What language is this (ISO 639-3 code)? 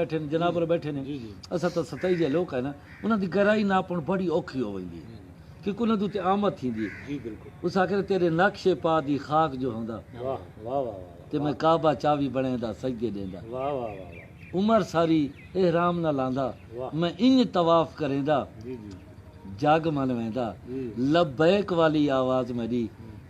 skr